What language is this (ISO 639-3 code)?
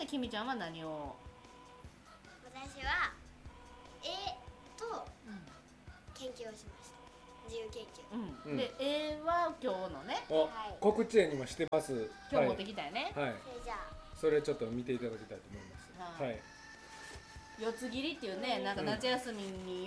jpn